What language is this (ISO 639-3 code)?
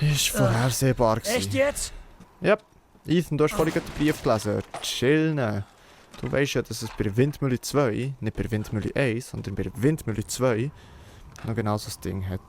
gsw